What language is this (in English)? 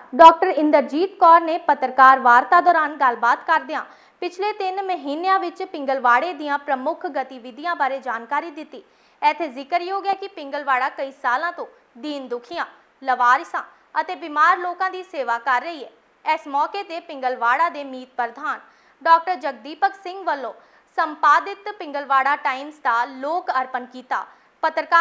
Punjabi